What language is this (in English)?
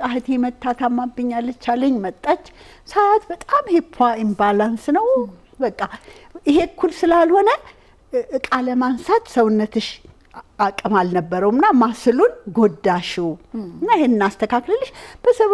Amharic